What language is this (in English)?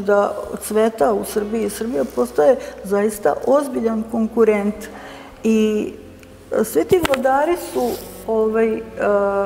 Serbian